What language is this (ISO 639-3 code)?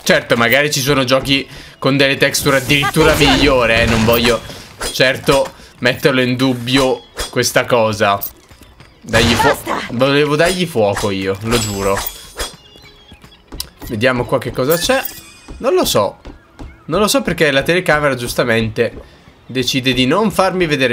ita